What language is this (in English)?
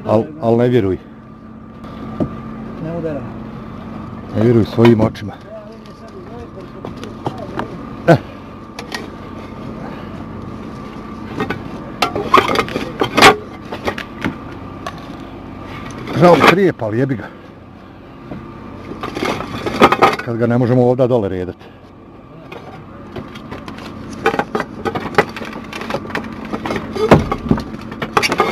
Croatian